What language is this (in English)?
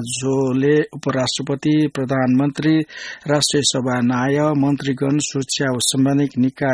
Newari